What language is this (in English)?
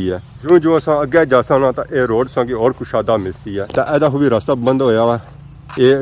Pahari-Potwari